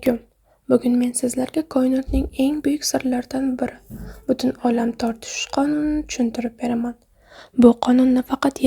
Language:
Uzbek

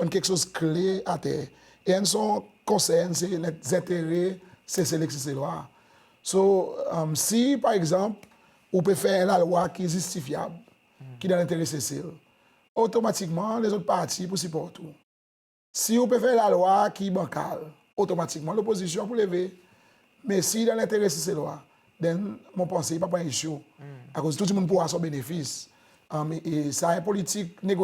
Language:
Seselwa Creole French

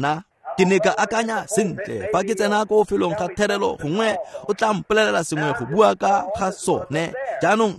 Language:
Tswana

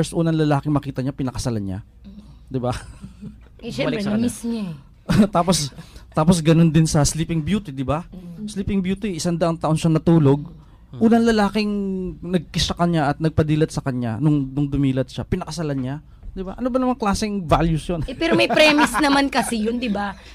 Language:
Filipino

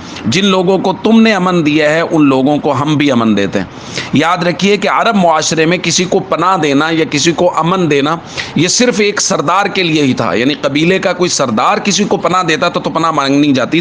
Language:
Urdu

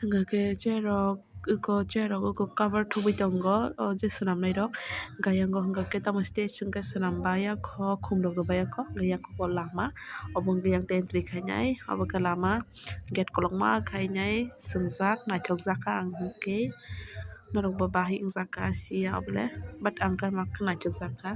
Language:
Kok Borok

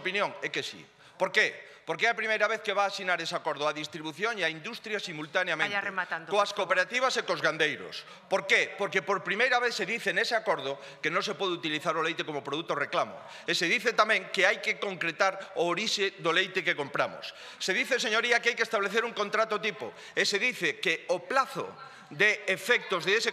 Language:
Galician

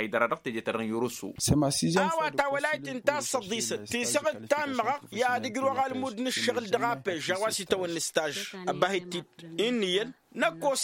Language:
Tamasheq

